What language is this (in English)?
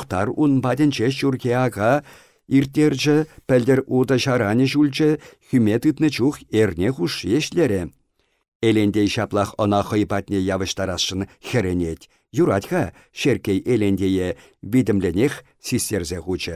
Chuvash